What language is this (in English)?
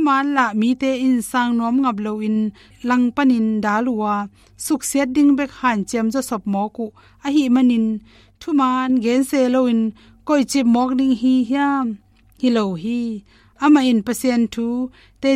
Tedim Chin